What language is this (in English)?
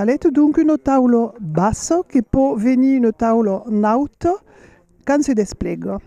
Occitan